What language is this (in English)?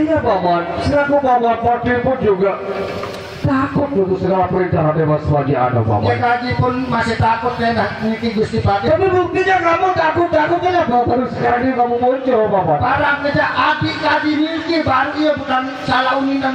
Sasak